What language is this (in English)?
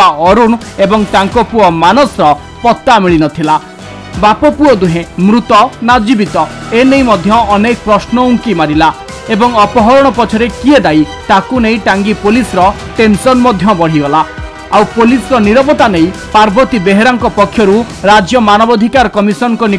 Odia